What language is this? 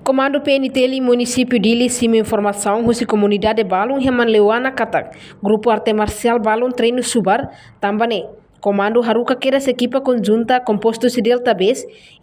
Tetum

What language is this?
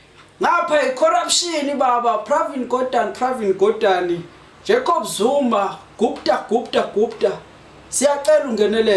Zulu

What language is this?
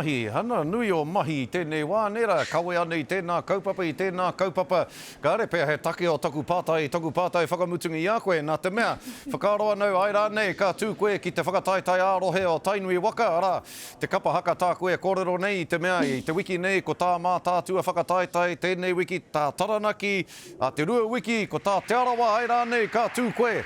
Māori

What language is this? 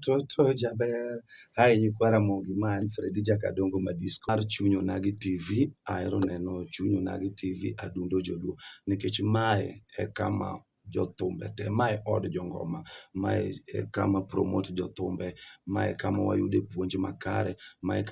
Luo (Kenya and Tanzania)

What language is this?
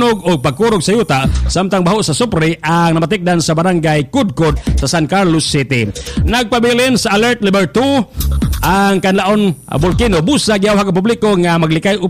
Cebuano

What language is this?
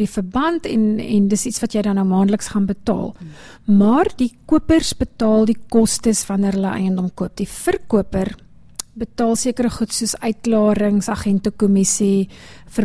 Afrikaans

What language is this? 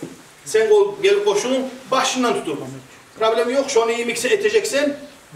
Kumyk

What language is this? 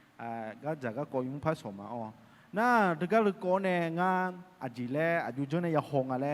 Akha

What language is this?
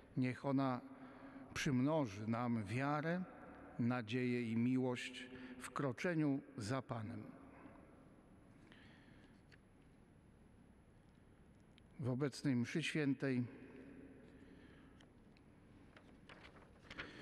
Polish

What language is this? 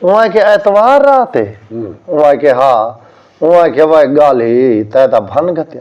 Saraiki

